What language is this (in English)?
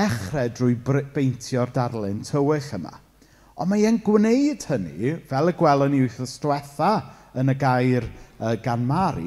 Welsh